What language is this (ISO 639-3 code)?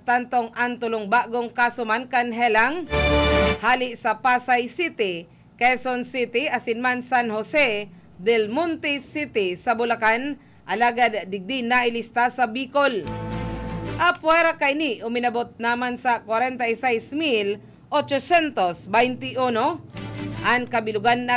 bik